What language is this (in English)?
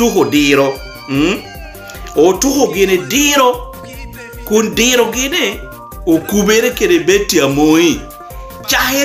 Lango (Uganda)